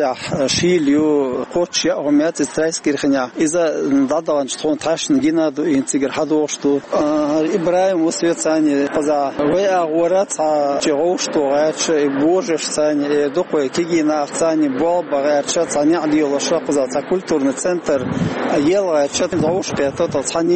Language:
Chechen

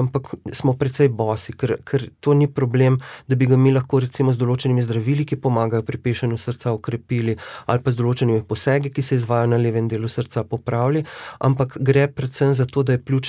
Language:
Slovenian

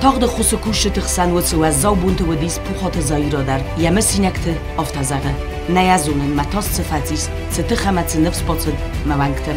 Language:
Ossetic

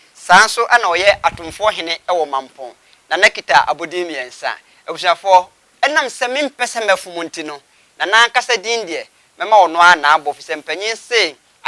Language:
Akan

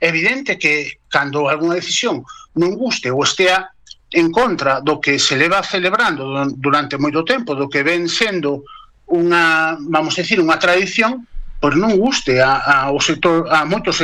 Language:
Galician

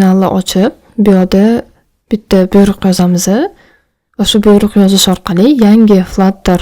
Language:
Uzbek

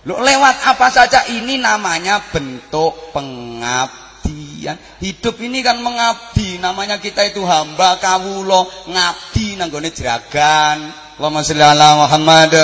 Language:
Javanese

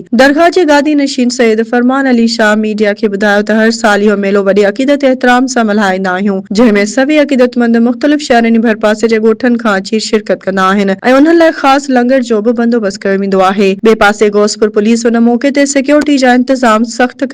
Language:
Sindhi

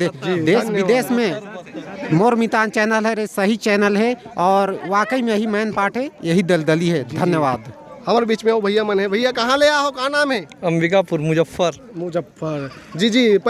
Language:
Chhattisgarhi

